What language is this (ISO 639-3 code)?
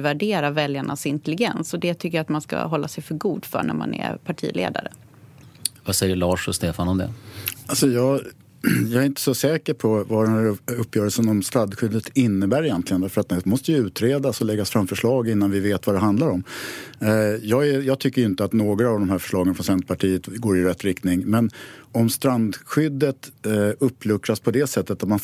swe